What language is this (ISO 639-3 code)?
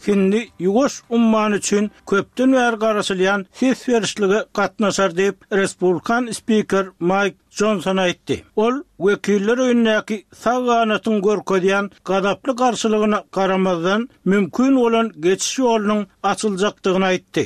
tuk